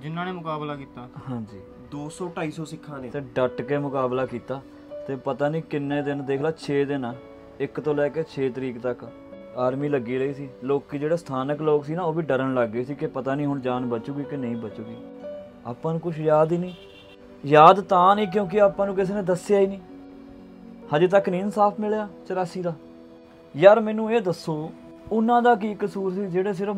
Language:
Punjabi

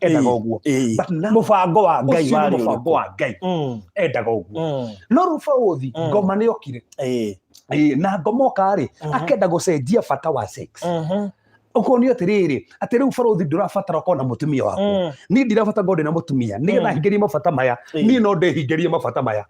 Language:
Kikuyu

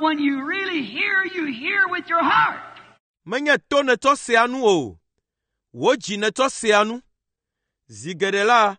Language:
Ewe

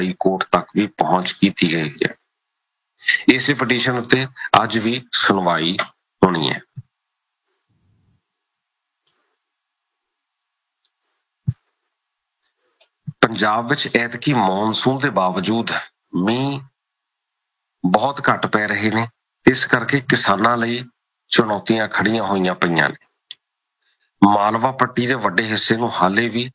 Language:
Punjabi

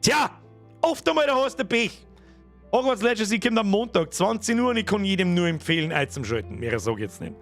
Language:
Bavarian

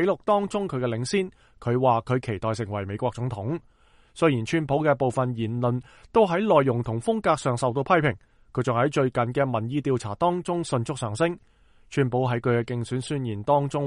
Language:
Cantonese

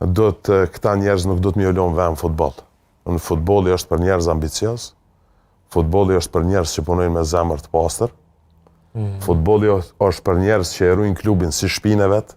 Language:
Albanian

